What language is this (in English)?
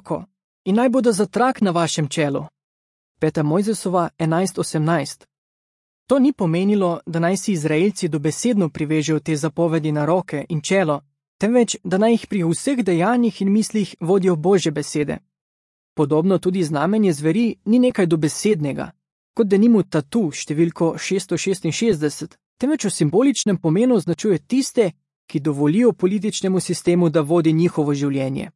Slovenian